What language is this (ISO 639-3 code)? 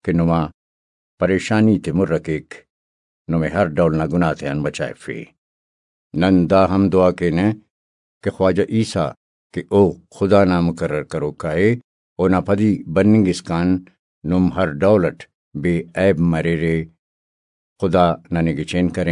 brh